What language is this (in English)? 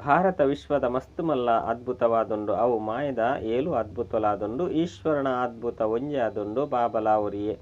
Tulu